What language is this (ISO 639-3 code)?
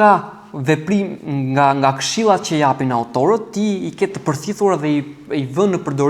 sqi